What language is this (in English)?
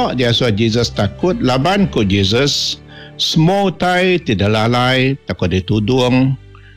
Iban